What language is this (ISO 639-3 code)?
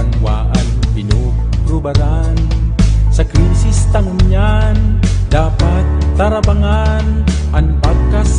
bik